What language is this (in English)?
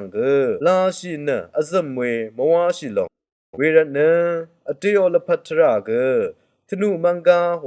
Rawang